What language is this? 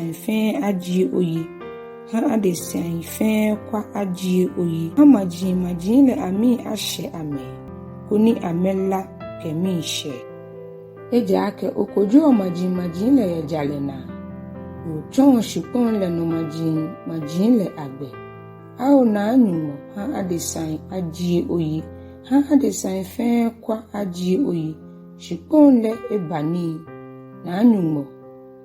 Ga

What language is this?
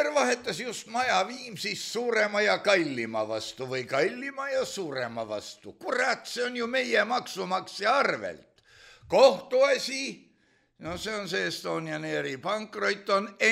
Estonian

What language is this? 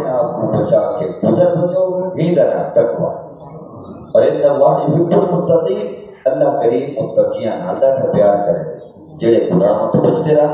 Saraiki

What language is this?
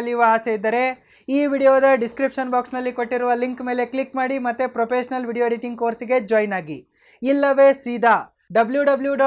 Kannada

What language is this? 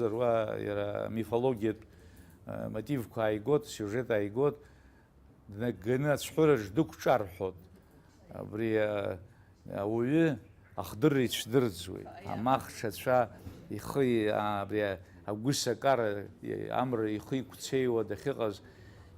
Abkhazian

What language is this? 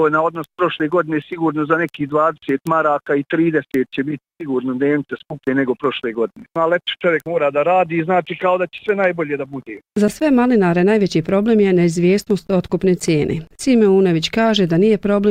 Bosnian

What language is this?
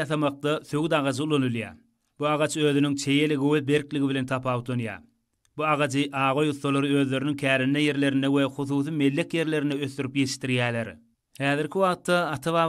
Turkmen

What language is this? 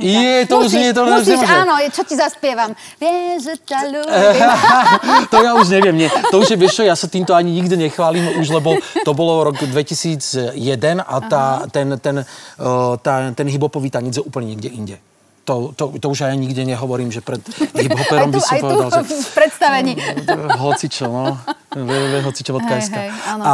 Slovak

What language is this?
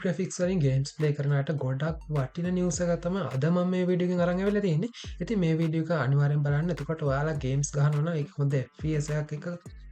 Sinhala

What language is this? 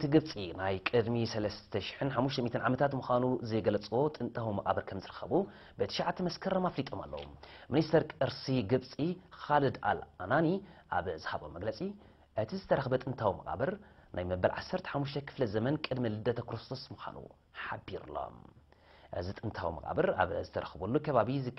Tigrinya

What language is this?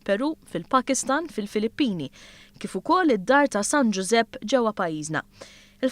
Maltese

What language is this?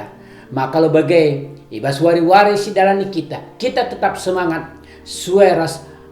Batak Karo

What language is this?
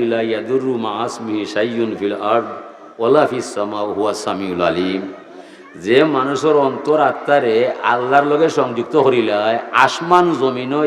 Sylheti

